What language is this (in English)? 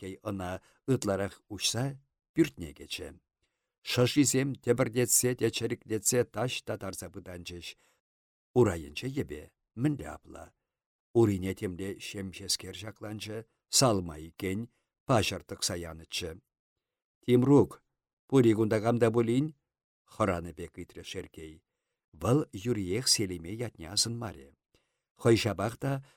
Chuvash